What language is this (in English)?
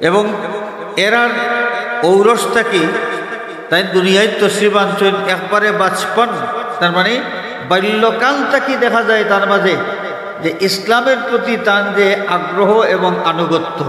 Sylheti